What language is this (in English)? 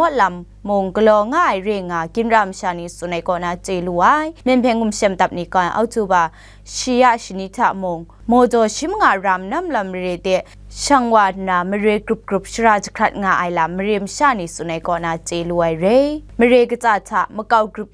Kachin